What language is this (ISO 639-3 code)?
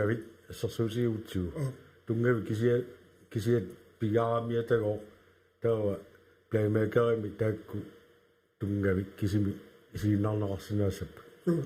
kal